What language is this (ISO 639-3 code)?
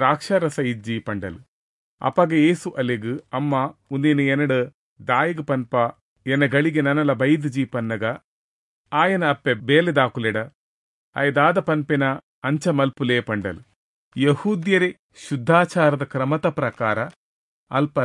tcy